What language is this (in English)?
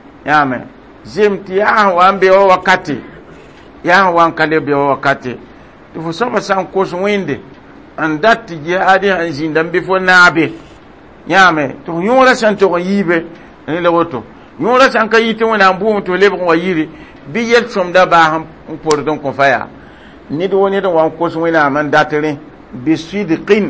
Mossi